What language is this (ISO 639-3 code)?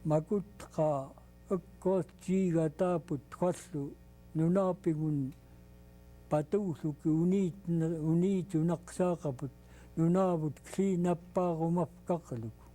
esu